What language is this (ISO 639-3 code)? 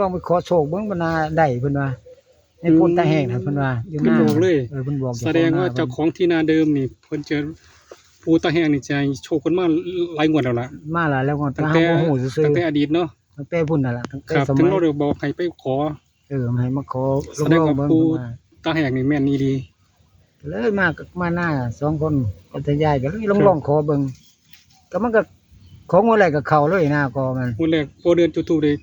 tts